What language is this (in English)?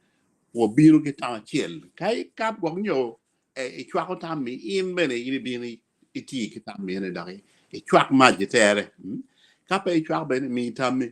Acoli